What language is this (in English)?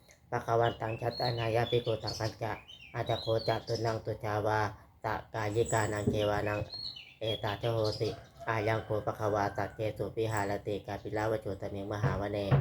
Pali